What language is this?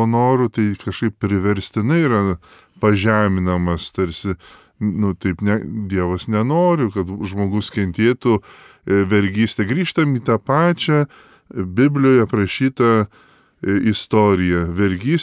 Lithuanian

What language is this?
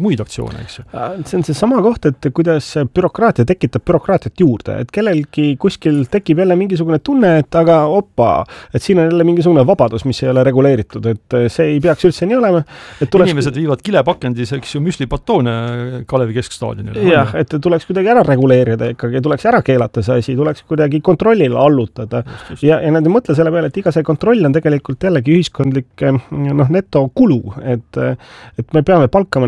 Estonian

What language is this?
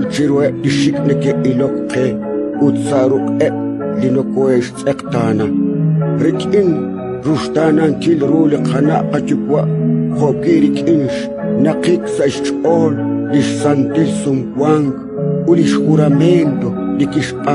Kekchí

